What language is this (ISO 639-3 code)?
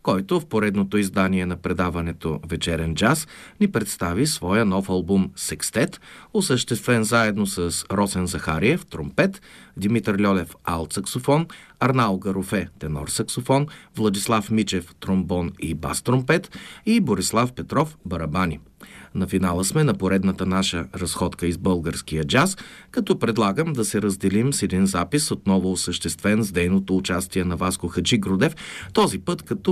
bul